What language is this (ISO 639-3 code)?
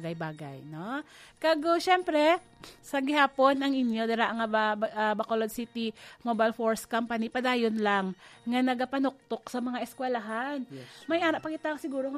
hil